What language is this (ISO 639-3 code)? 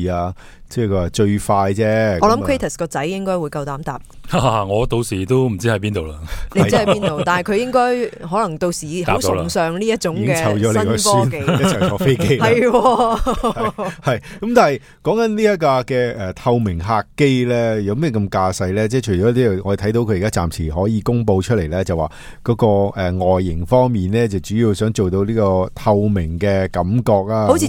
yue